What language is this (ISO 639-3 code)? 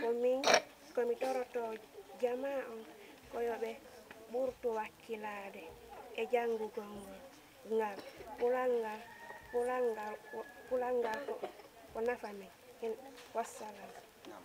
ful